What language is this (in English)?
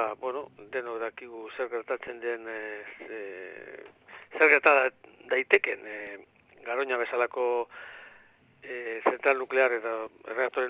Basque